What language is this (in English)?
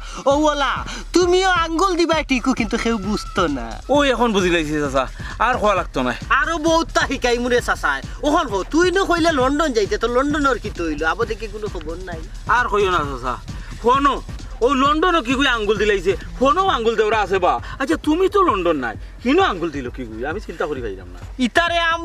Sylheti